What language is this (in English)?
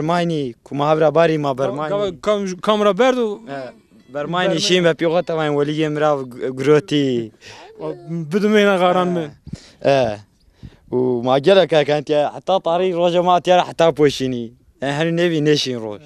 Zaza